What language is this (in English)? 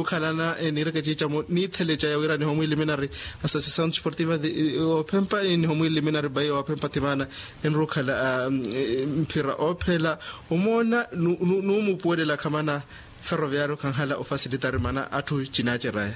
Makhuwa